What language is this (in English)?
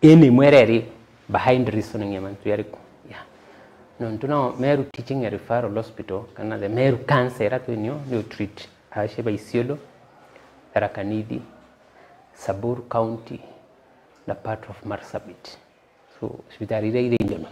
Meru